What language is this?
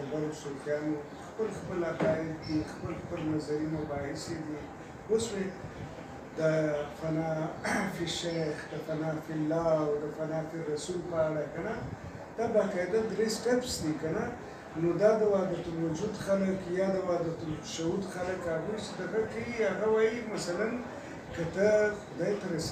Pashto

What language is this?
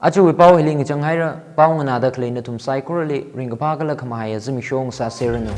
Tangkhul Naga (India)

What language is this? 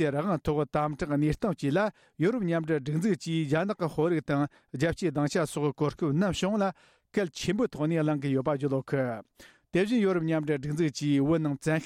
Tibetan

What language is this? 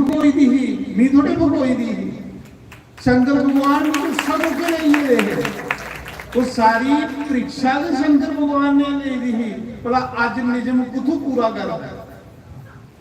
Dogri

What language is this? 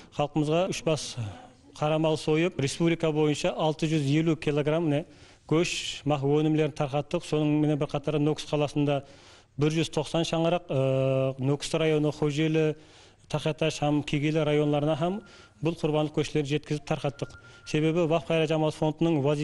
Kara-Kalpak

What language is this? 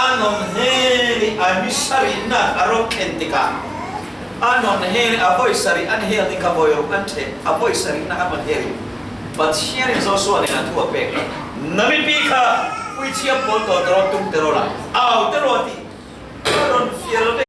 Falam Chin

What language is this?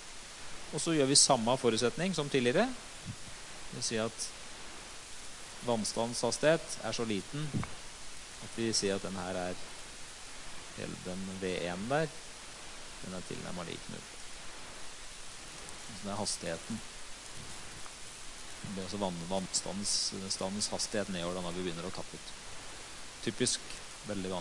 Norwegian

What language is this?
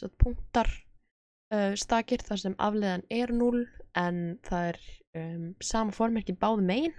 Icelandic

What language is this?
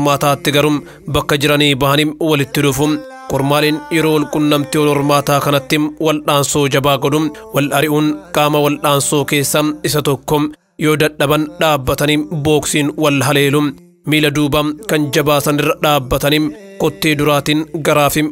Oromo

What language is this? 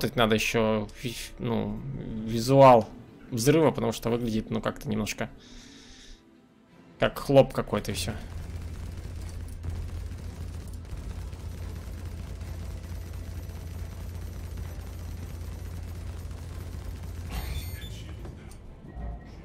Russian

